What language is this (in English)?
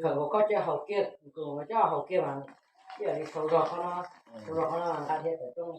Hmong